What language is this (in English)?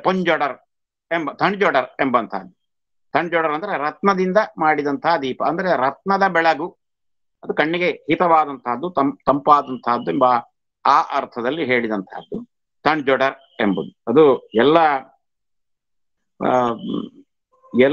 Kannada